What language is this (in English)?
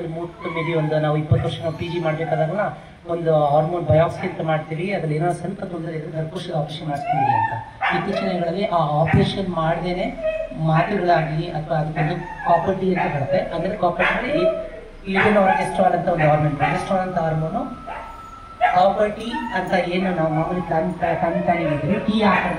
Kannada